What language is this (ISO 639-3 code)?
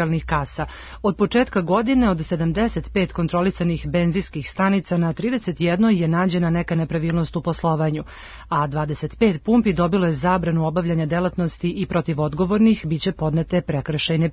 srp